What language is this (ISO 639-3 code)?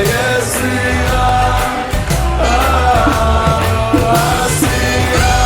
yid